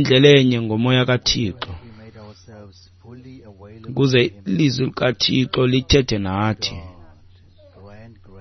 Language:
Xhosa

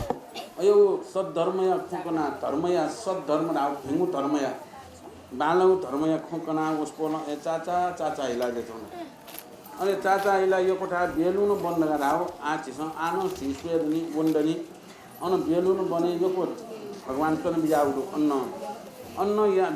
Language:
Newari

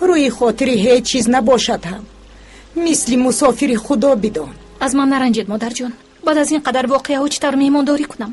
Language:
Tajik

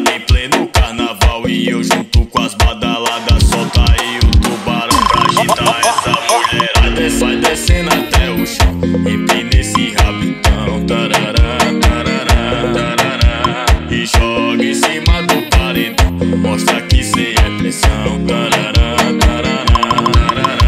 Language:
Portuguese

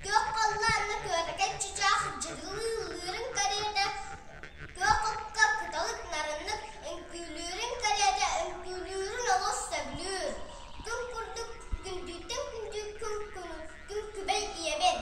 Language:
Yakut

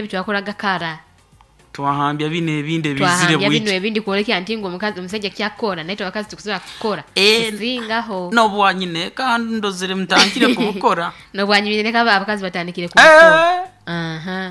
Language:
Nyoro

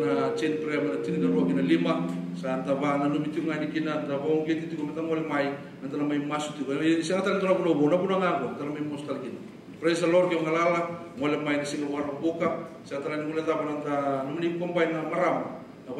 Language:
Fijian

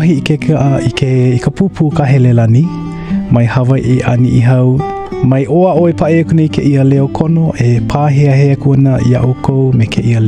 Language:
Hawaiian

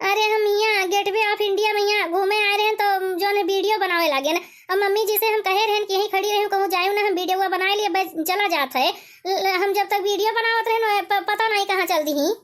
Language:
Awadhi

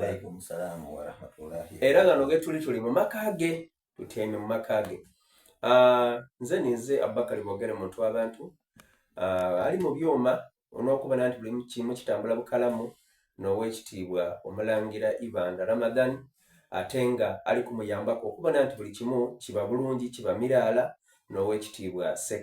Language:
Soga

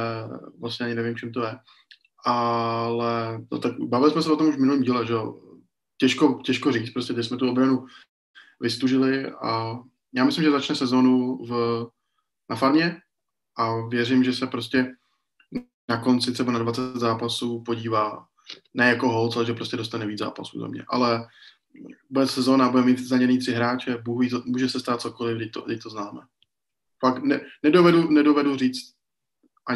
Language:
Czech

